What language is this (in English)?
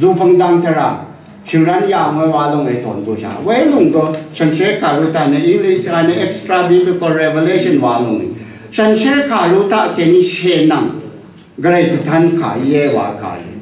Rawang